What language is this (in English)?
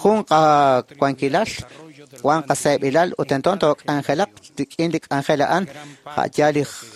Kekchí